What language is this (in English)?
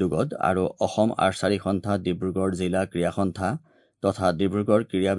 Assamese